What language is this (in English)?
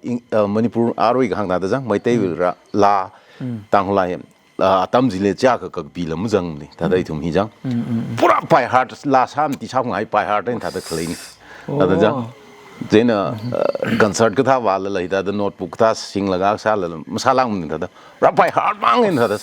Tangkhul Naga (India)